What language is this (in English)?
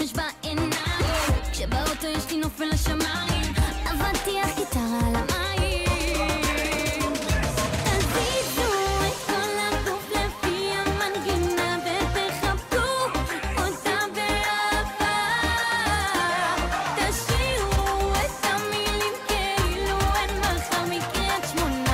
Hebrew